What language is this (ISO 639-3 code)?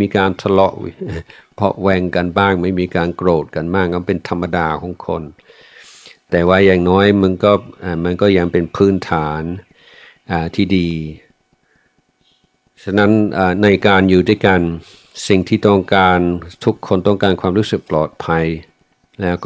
tha